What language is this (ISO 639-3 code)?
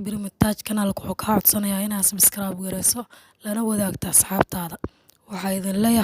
som